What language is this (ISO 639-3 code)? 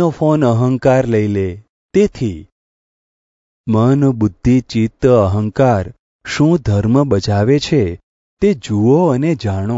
guj